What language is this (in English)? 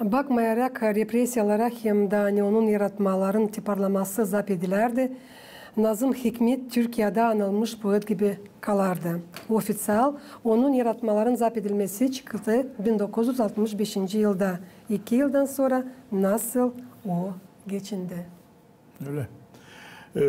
Gagauz